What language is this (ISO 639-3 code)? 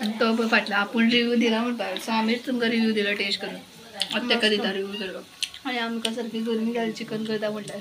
kok